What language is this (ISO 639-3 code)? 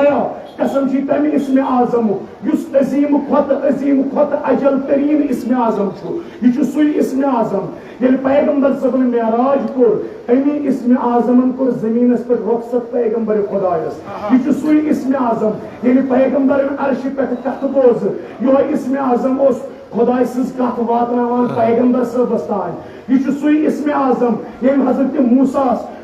kas